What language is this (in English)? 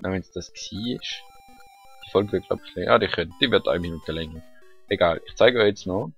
Swiss German